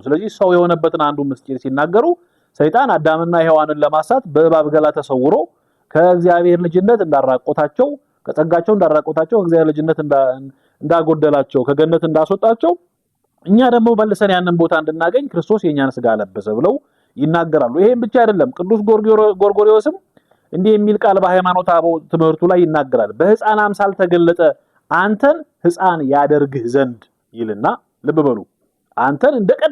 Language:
Amharic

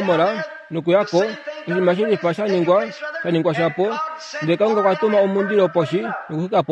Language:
Kuanyama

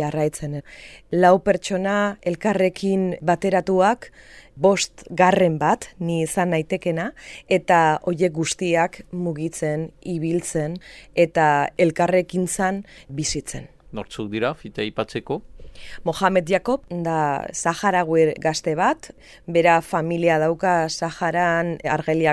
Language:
Basque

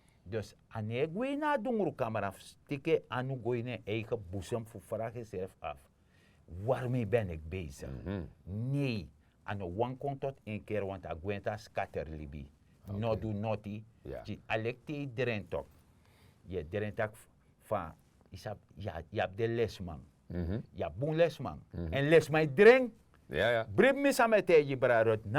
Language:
Sranan Tongo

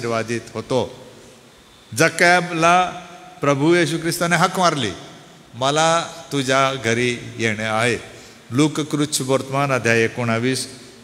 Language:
Marathi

